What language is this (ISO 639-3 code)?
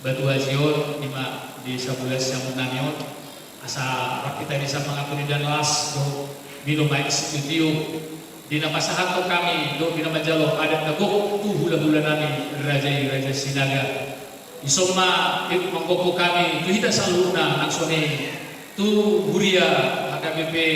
bbc